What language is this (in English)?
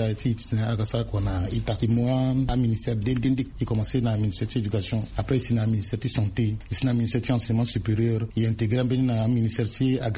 Sango